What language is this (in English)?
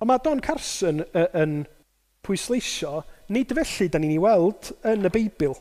Welsh